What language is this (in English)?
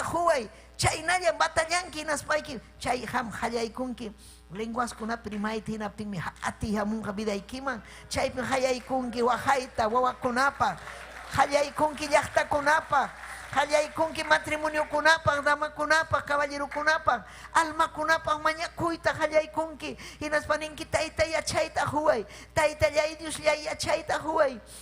Ayacucho Quechua